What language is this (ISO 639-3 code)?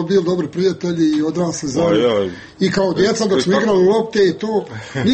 srp